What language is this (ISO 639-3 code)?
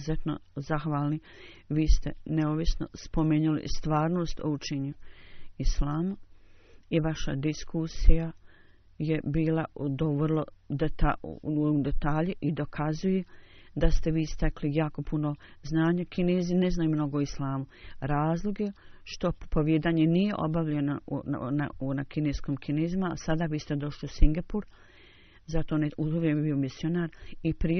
bos